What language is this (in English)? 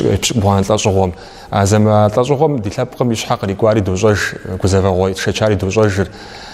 Kabardian